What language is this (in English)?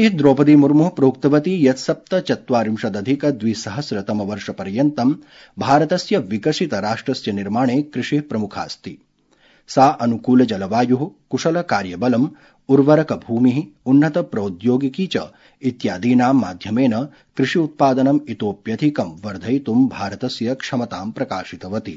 Sanskrit